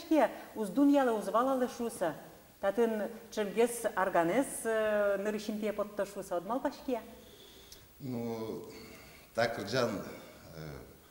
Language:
Udmurt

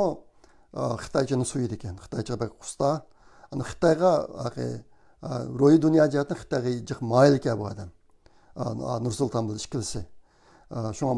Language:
Uyghur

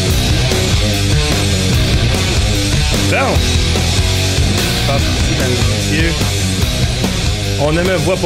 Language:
French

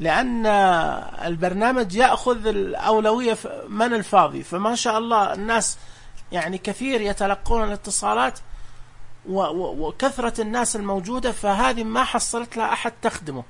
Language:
Najdi Arabic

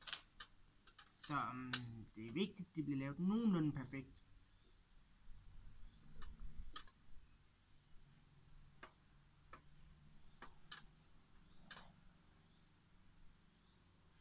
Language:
Danish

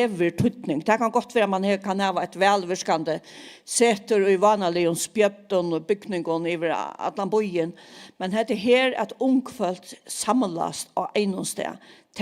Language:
Faroese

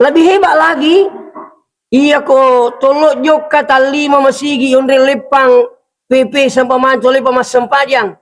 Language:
Buginese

